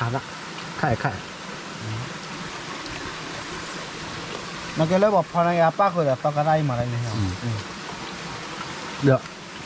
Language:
Thai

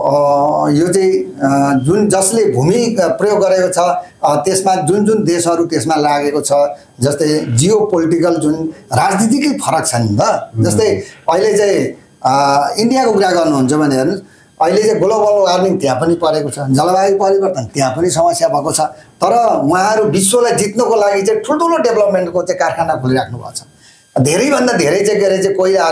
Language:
Nepali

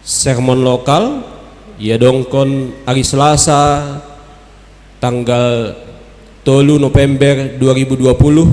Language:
Batak Simalungun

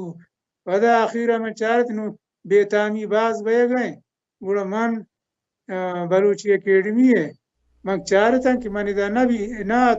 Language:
Baluchi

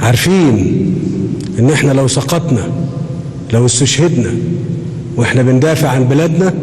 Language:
Egyptian Arabic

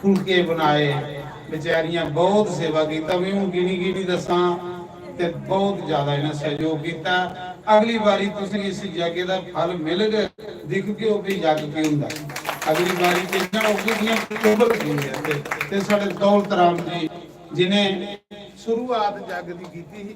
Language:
Dogri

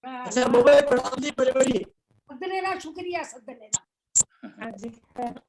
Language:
Dogri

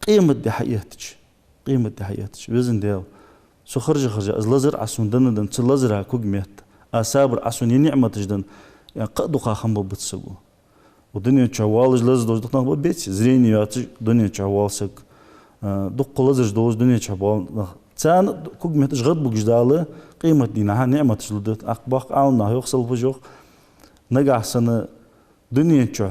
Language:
Ingush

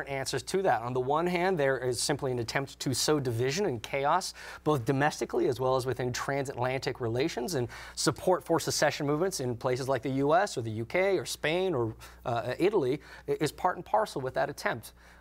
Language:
English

